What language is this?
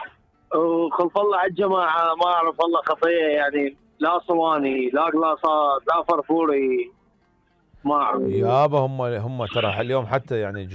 Mesopotamian Arabic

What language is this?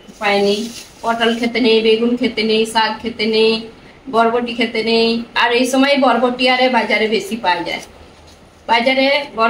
Bangla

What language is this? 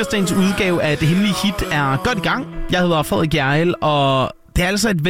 Danish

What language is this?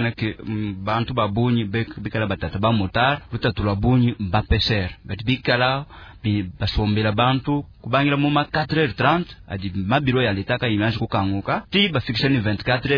Luba-Lulua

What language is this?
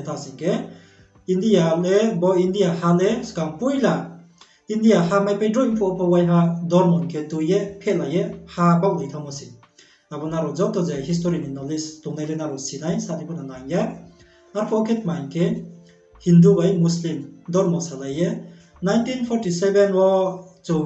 Riang (India)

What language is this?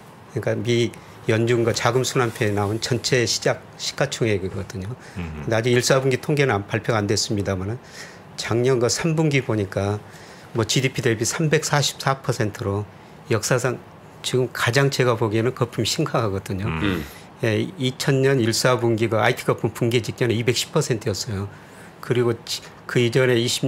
Korean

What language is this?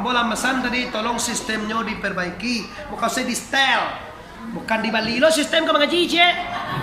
Minangkabau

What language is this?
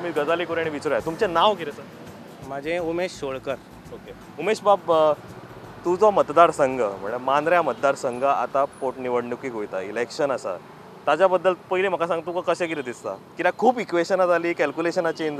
Konkani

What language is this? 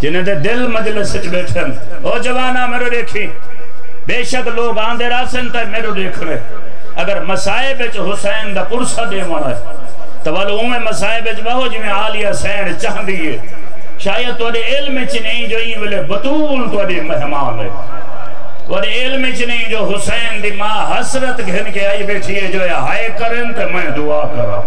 Saraiki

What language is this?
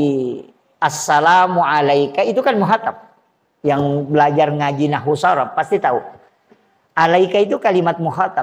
Buginese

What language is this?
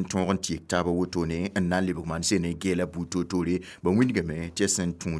Mossi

